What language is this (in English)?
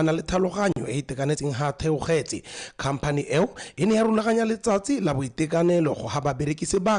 Tswana